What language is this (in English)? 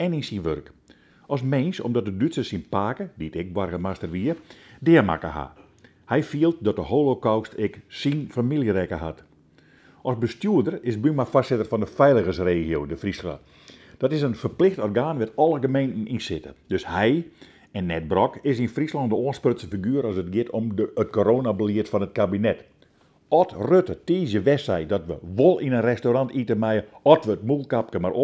Western Frisian